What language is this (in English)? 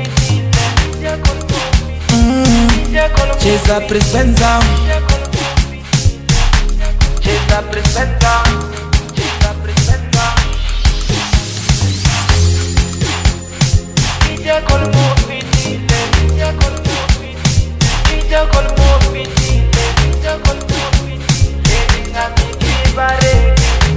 Swahili